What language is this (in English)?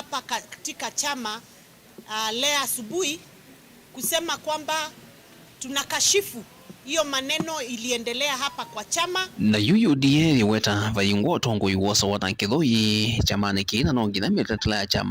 Kamba